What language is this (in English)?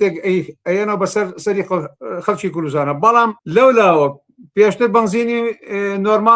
Central Kurdish